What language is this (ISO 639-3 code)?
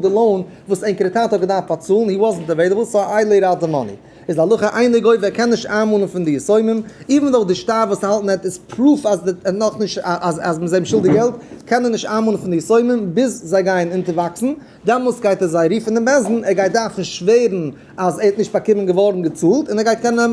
yid